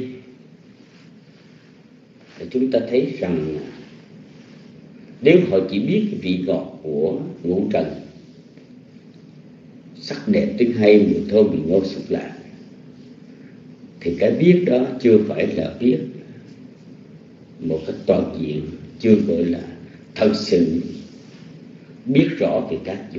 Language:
Vietnamese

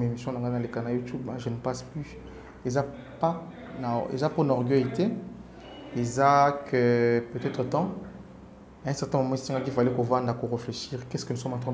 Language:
French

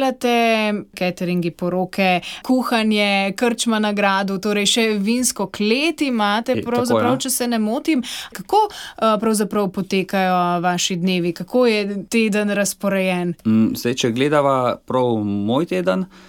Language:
Slovenian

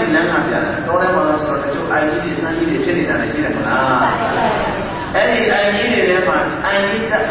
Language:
Burmese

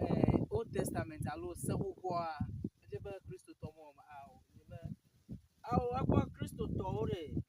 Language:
Ewe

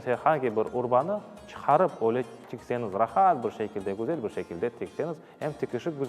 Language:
Crimean Tatar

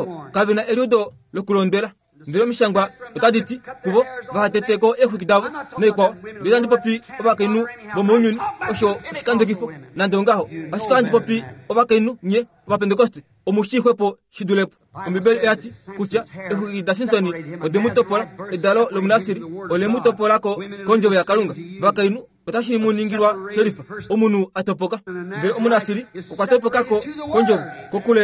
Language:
Kuanyama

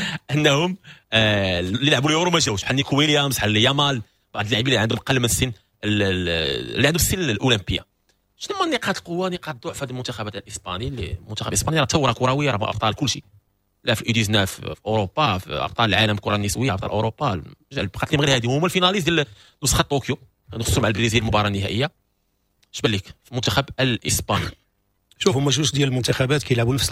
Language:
Moroccan Arabic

